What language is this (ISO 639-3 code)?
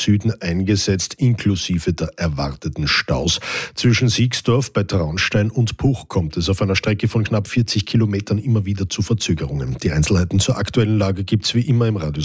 deu